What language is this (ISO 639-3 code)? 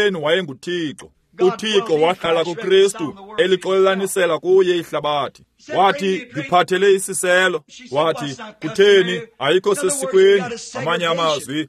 xho